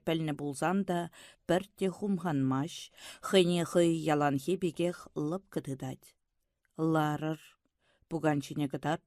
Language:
Chuvash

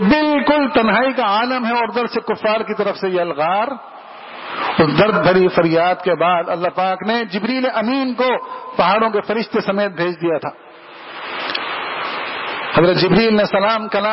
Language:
Urdu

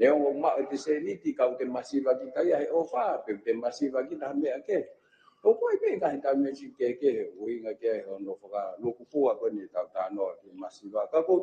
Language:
Tongan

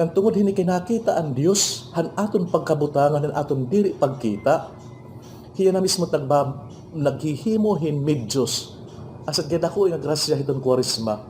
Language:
Waray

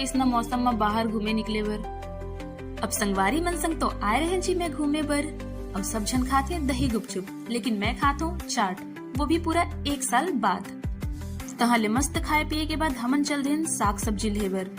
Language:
Chhattisgarhi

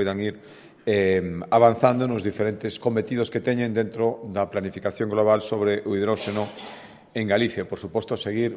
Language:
Galician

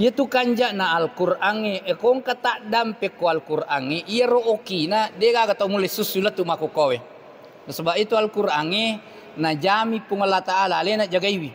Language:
Buginese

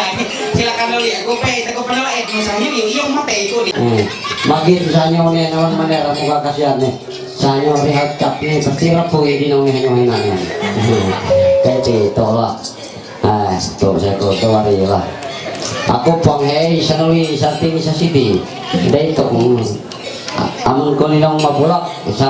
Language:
Ma'anyan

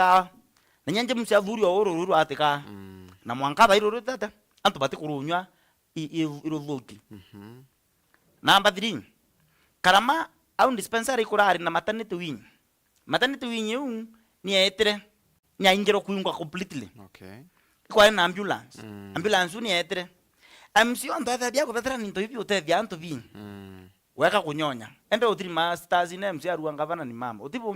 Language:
Meru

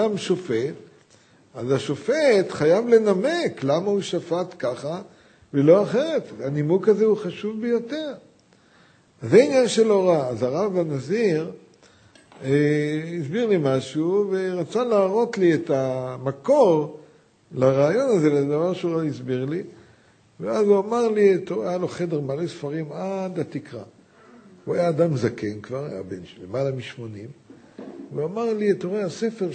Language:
Hebrew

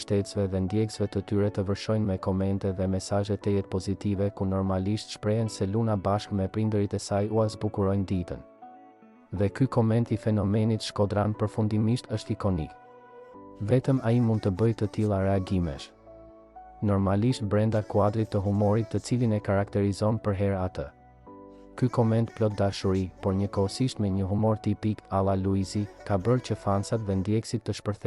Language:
Albanian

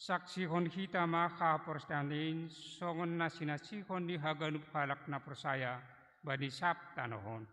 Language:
Batak Simalungun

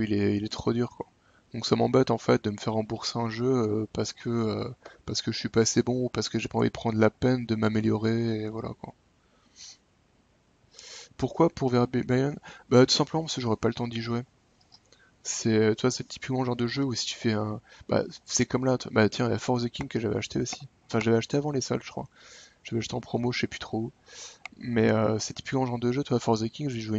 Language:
French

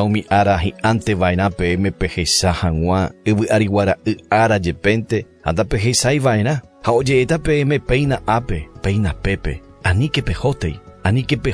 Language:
Guarani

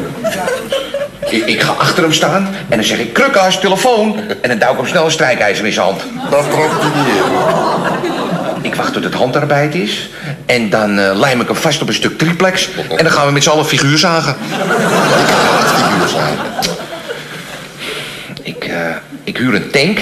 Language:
Dutch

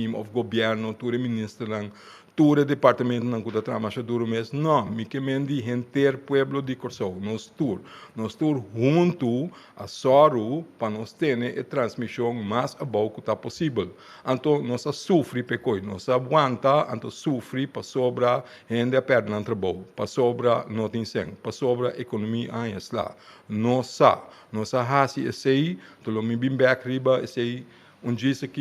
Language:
Papiamento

